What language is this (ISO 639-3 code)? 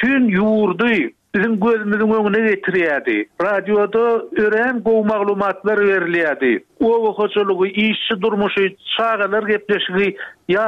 tuk